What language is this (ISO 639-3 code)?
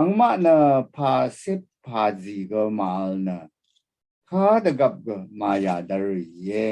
raw